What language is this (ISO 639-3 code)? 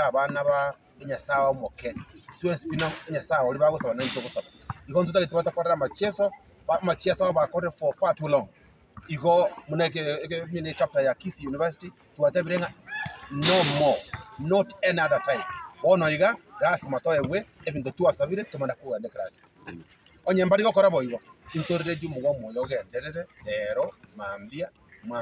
guz